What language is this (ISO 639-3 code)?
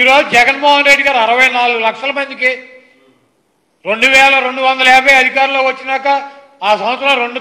tel